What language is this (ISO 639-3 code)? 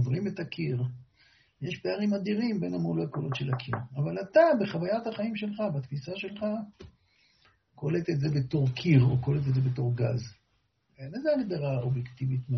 heb